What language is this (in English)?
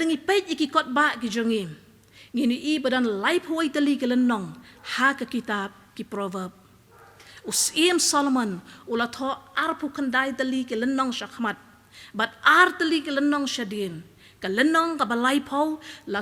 Khasi